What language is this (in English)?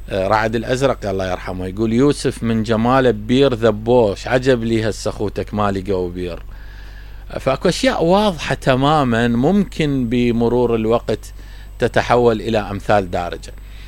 Mesopotamian Arabic